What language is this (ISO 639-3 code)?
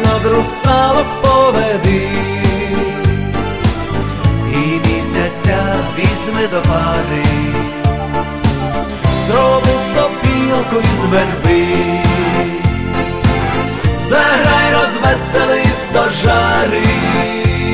ukr